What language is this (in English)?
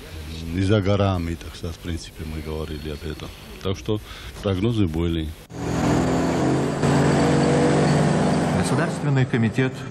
Russian